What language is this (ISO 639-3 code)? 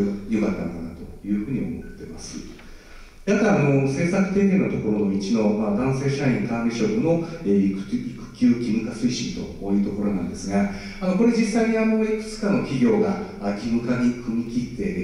jpn